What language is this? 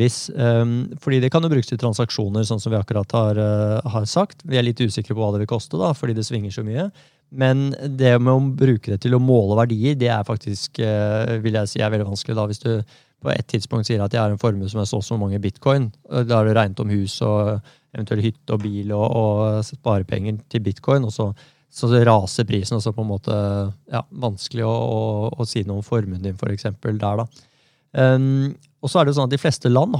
Norwegian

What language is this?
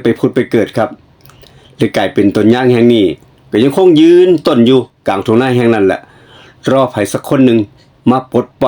Northeastern Thai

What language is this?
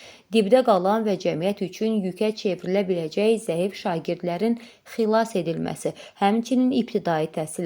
Azerbaijani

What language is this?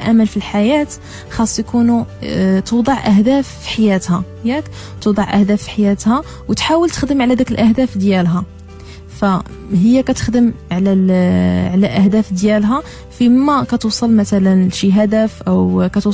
Moroccan Arabic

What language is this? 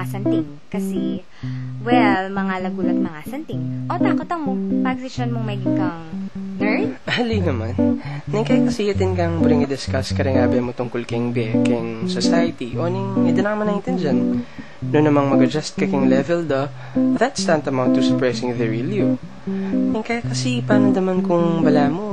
Pampanga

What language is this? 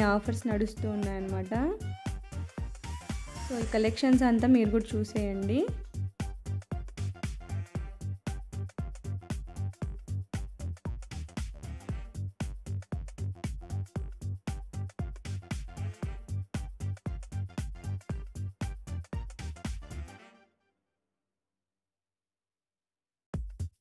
Telugu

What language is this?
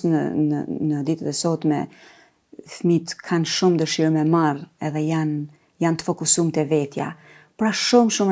Albanian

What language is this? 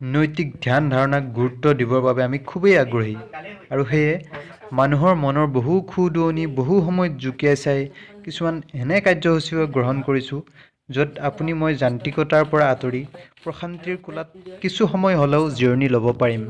Assamese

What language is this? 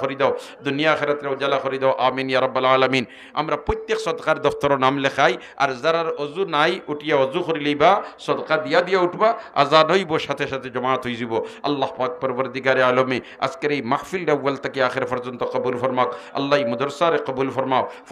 Sylheti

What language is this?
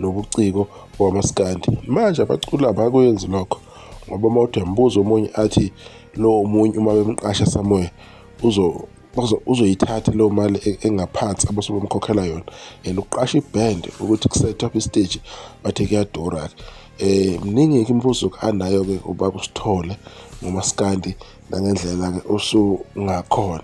Zulu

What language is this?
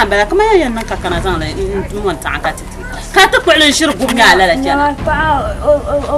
Dagbani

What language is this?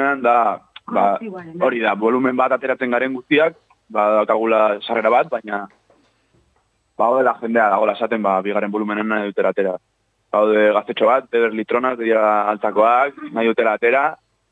Basque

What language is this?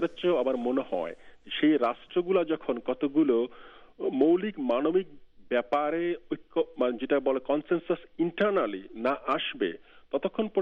Bangla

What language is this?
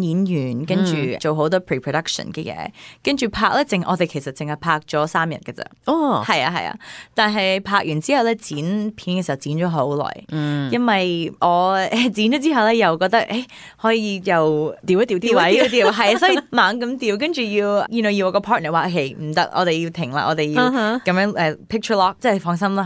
Cantonese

